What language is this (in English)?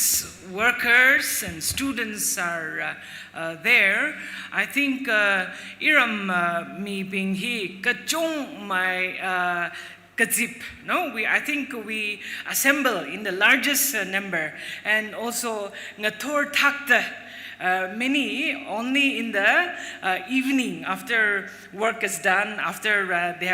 Tangkhul Naga (India)